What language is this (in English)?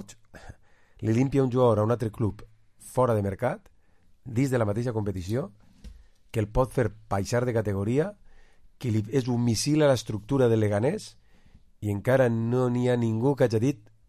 Catalan